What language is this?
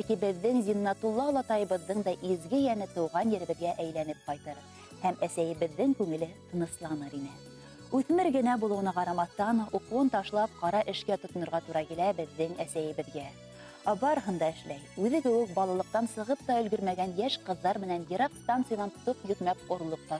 Bashkir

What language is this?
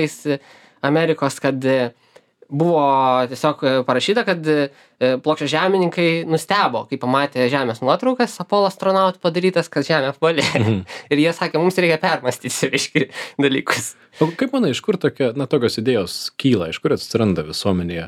Lithuanian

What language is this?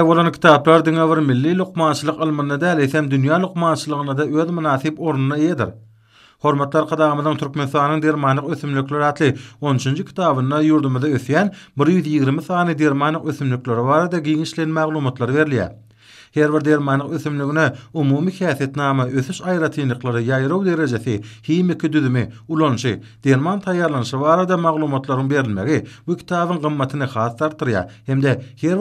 Turkmen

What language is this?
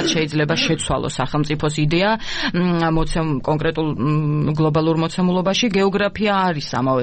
Georgian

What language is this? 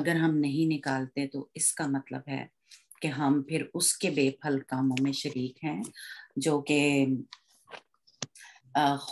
Urdu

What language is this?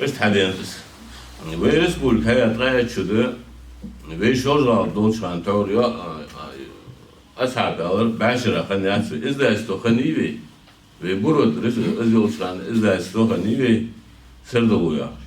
Ingush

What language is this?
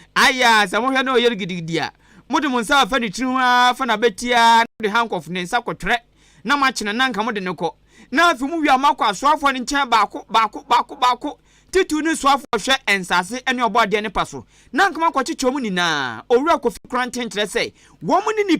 Akan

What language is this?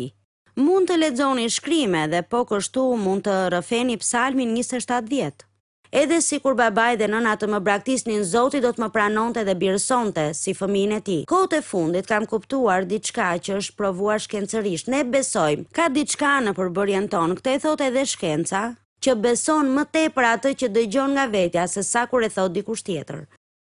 Albanian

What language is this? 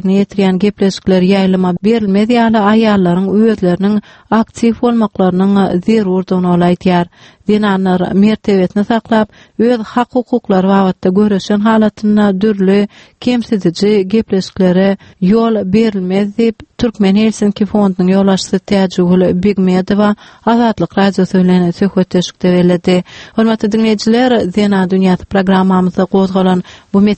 Turkmen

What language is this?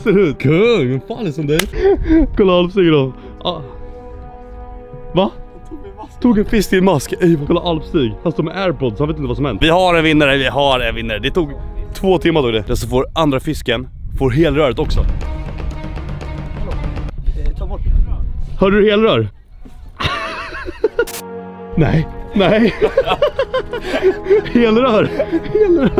Swedish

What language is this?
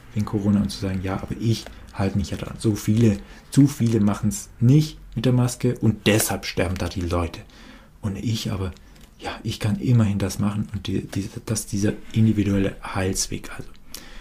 German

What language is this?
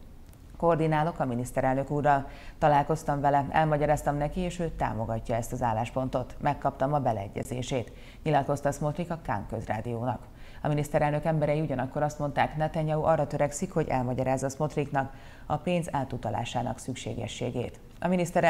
Hungarian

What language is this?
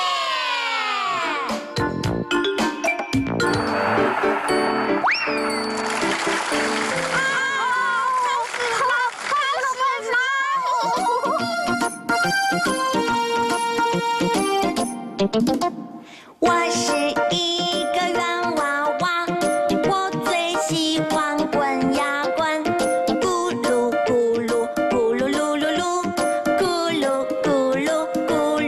Chinese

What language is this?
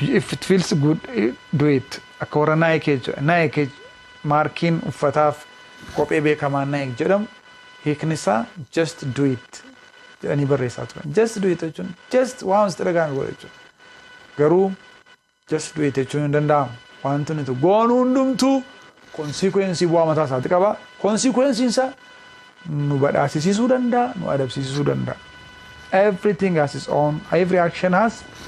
Oromo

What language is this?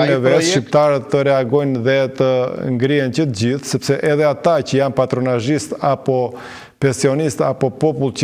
Albanian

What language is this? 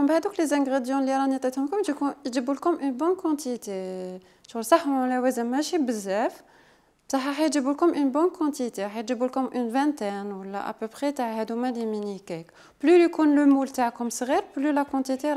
Algerian Arabic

